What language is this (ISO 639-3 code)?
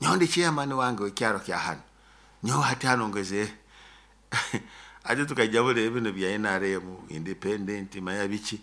nyo